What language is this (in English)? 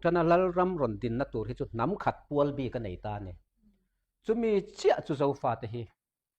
Mizo